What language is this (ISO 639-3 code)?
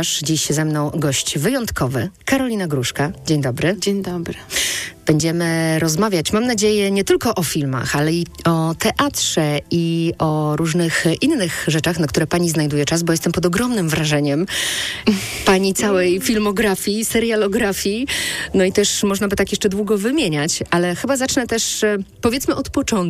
pol